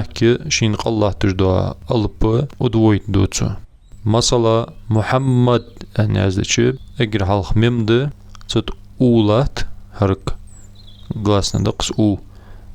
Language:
Ingush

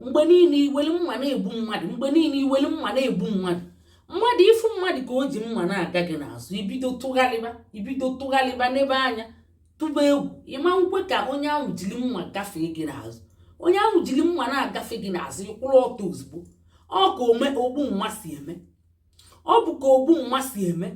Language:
Igbo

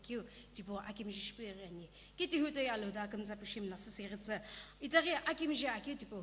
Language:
Sumi Naga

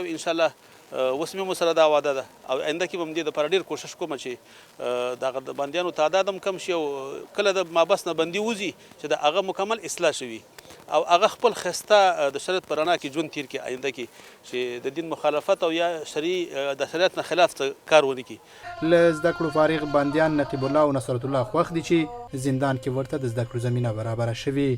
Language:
Pashto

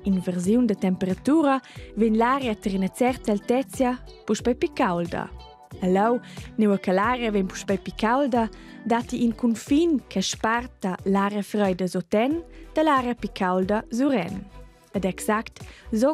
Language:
Romansh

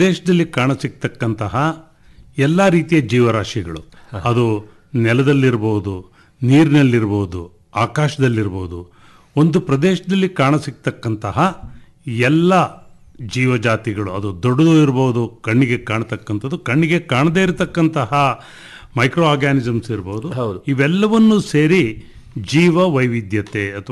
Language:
Kannada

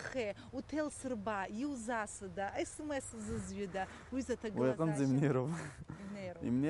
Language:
Abkhazian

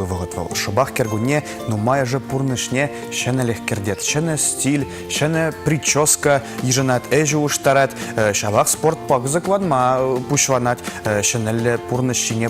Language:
Chuvash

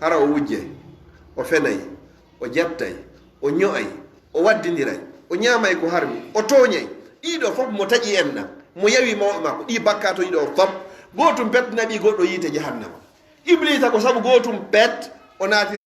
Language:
Fula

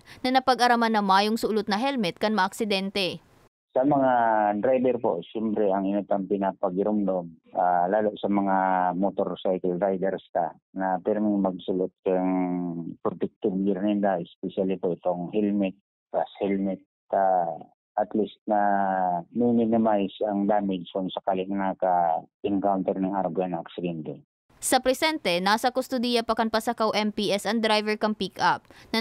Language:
Bikol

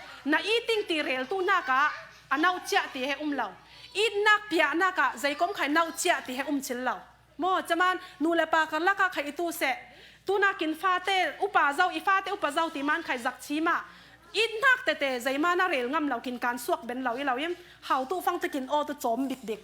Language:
Falam Chin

